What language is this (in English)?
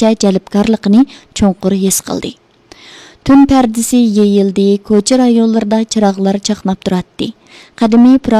Uyghur